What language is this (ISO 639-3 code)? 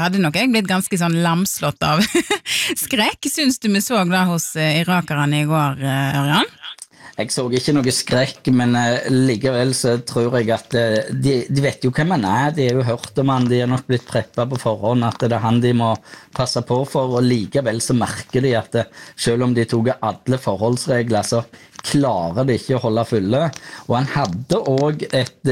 nor